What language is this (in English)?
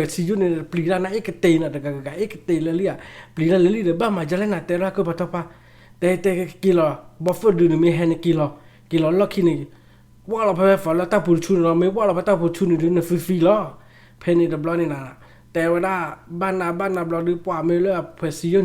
S'gaw Karen